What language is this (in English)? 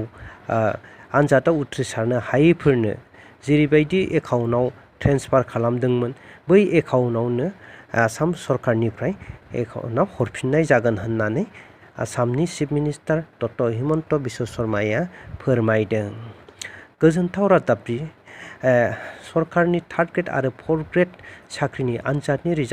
Bodo